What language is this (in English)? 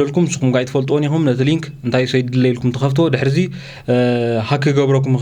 Tigrinya